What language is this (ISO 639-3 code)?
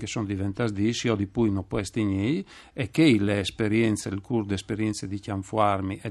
fur